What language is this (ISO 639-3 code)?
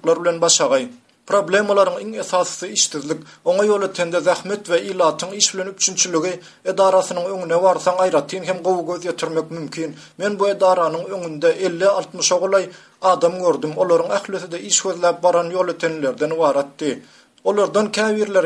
tuk